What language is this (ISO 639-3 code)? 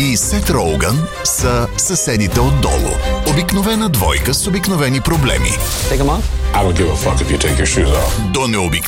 bul